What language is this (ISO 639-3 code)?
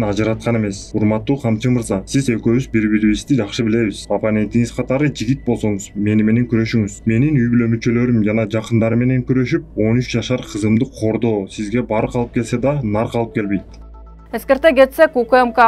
kir